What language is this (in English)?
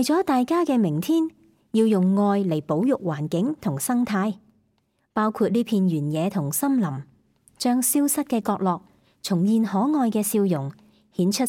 Cantonese